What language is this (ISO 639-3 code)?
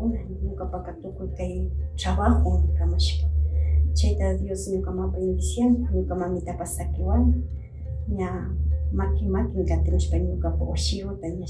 qvi